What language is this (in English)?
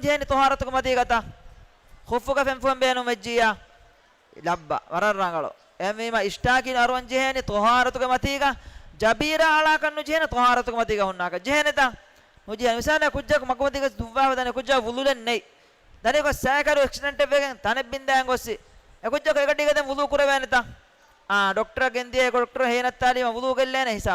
Divehi